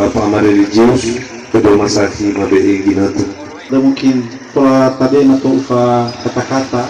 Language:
Nias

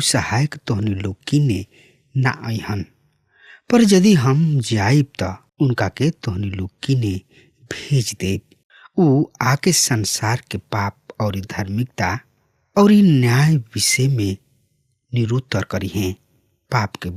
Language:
Bhojpuri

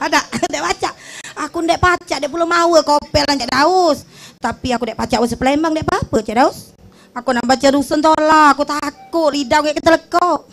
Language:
Musi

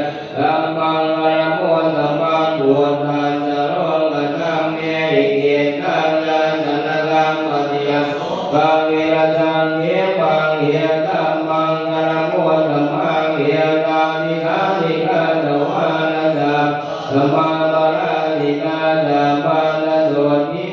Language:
Pali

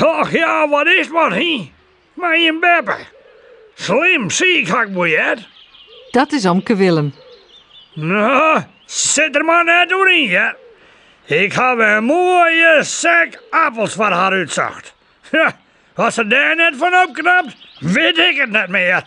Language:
Western Frisian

